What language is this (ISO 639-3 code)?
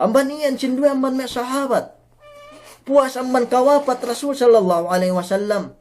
yka